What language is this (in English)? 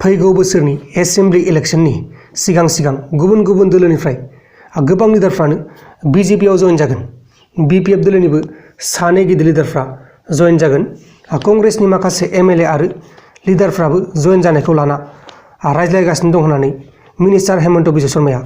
Bodo